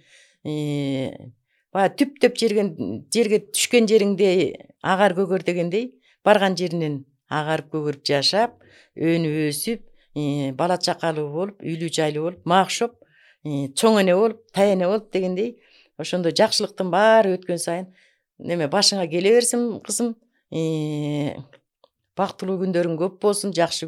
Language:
Kyrgyz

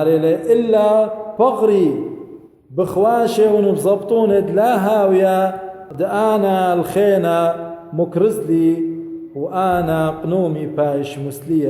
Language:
Assyrian Neo-Aramaic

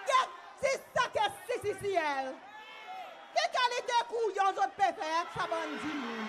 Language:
Seselwa Creole French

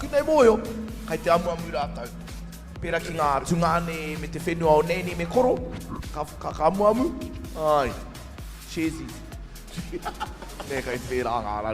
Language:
Māori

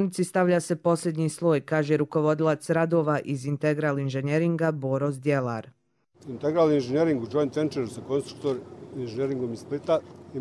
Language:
Croatian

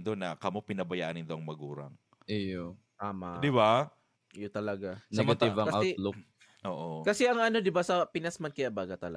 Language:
Bikol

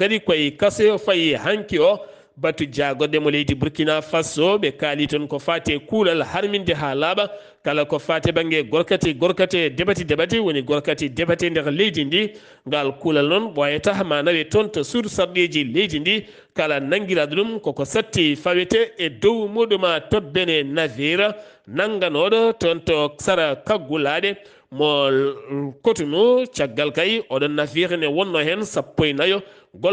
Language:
Fula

